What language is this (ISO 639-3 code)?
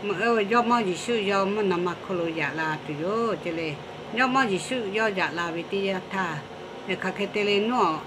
lhu